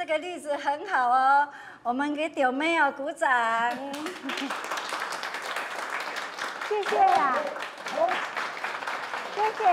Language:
Chinese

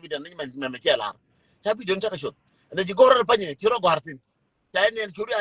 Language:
Nuer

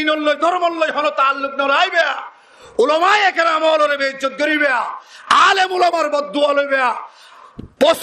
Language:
Rohingya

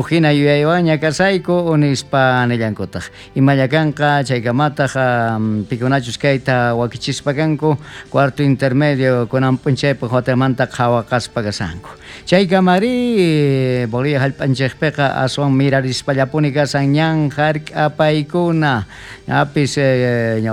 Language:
South Bolivian Quechua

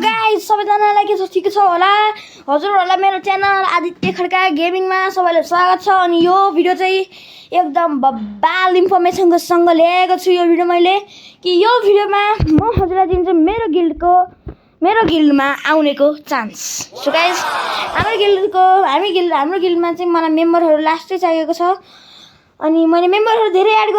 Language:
Nepali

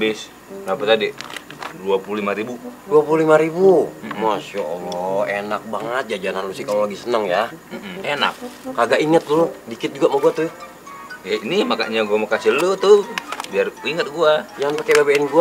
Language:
Betawi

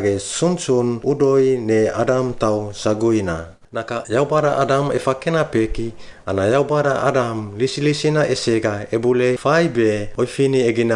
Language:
Suau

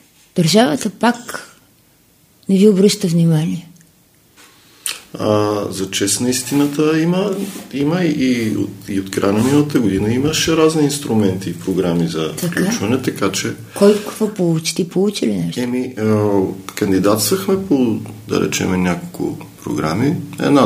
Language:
Bulgarian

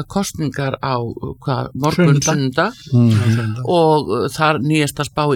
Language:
Icelandic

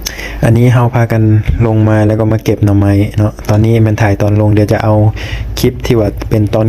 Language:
Lao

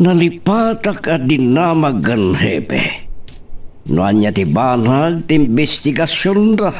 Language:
Iloko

